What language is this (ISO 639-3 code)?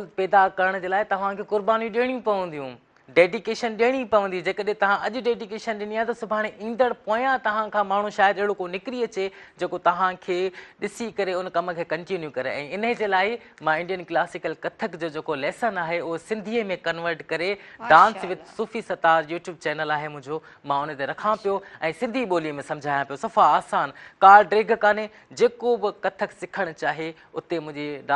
snd